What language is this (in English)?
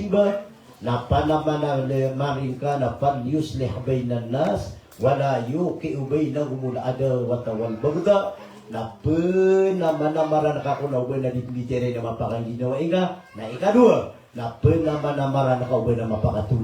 Maranao